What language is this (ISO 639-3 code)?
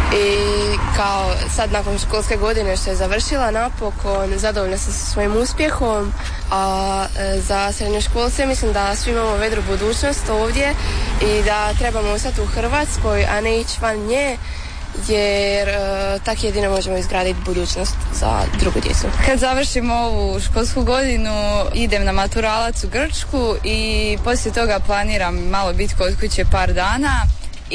hrv